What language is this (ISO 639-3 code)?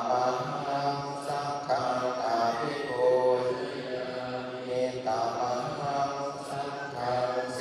pli